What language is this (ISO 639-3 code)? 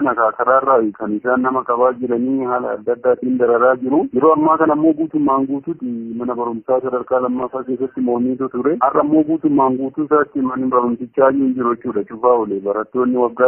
orm